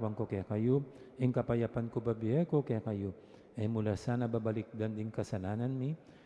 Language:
Pampanga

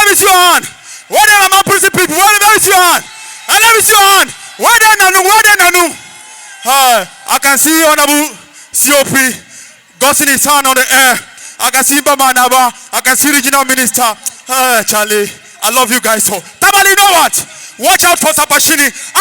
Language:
Dagbani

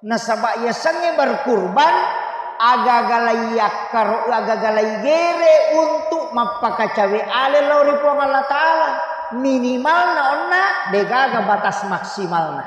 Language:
Buginese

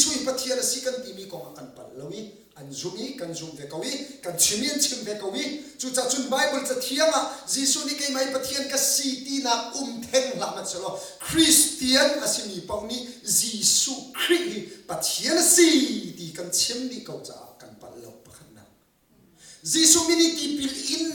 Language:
Hakha Chin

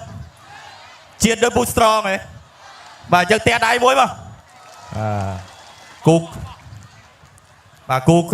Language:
Khmer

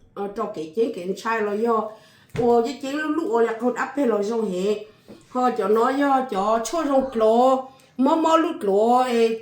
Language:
Hmong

